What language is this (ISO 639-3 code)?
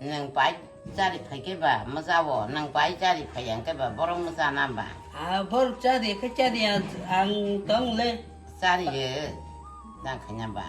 trp